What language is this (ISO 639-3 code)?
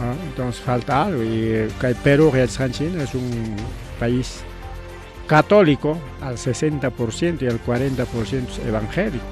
quy